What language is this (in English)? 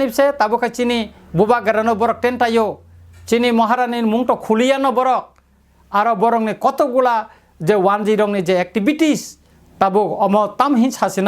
Kok Borok